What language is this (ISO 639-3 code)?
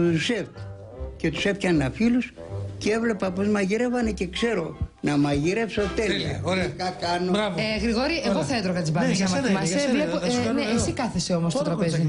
ell